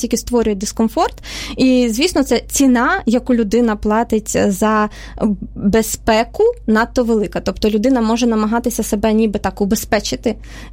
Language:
Ukrainian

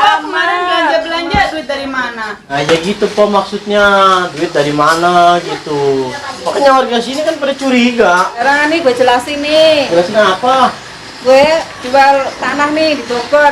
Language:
Betawi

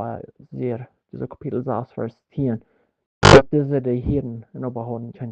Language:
Plautdietsch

